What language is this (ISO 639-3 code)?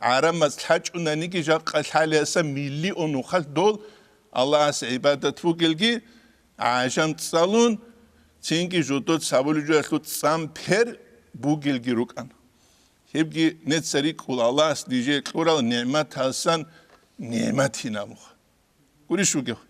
ava